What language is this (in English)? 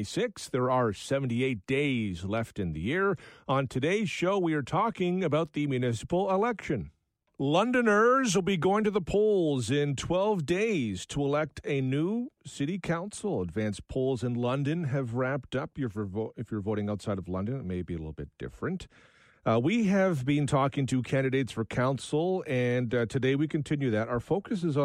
English